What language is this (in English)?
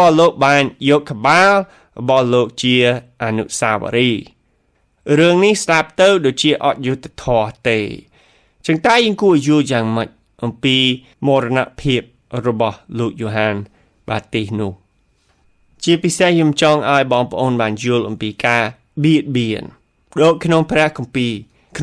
Khmer